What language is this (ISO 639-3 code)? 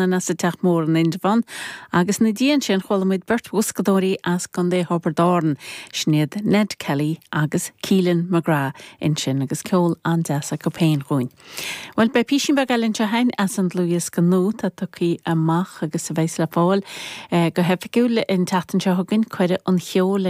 gle